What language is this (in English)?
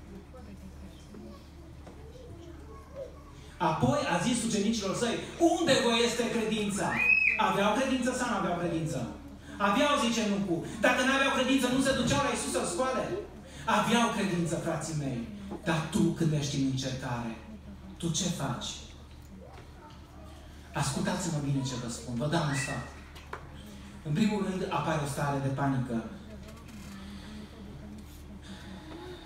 Romanian